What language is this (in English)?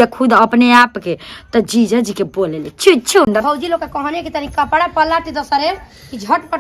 Bhojpuri